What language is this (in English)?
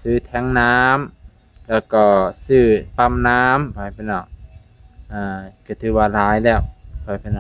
Lao